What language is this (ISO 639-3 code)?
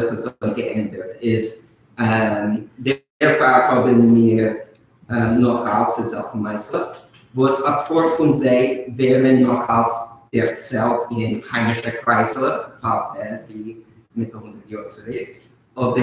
yid